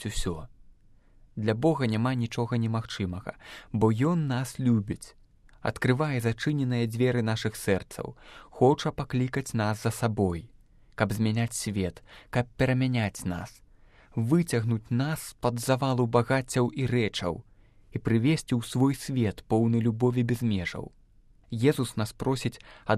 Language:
Belarusian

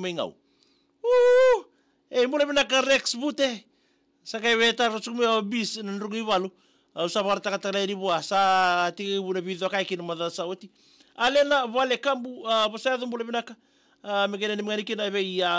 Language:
Fijian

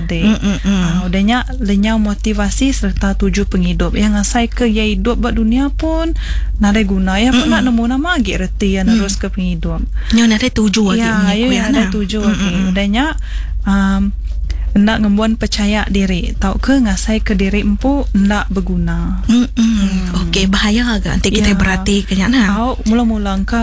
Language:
Iban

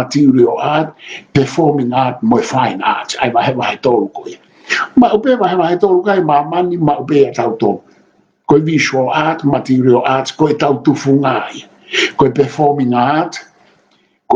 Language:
Tongan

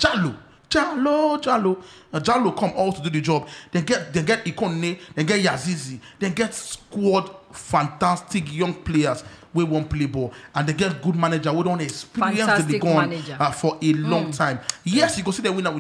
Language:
Nigerian Pidgin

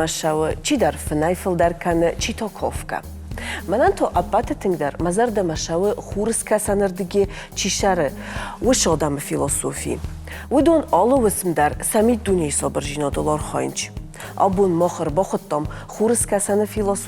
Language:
Ossetic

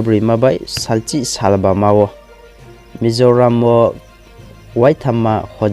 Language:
Riang (India)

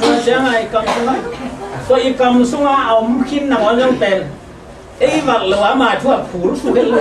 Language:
Tedim Chin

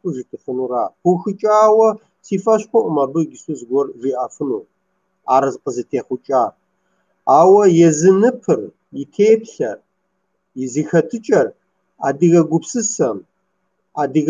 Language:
Kabardian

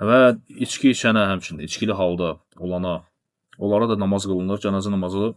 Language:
Azerbaijani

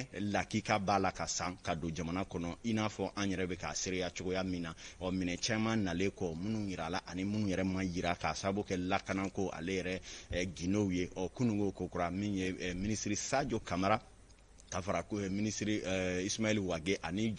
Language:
Bambara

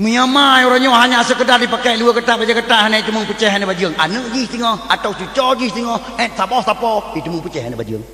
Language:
Achinese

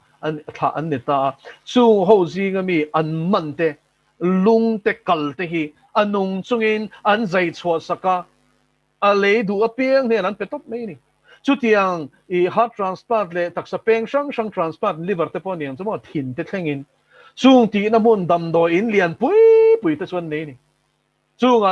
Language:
Mizo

